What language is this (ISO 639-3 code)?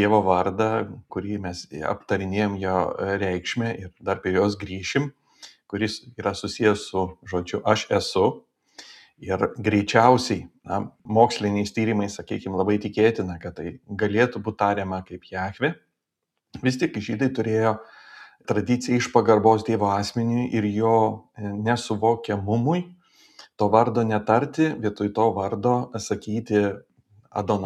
lit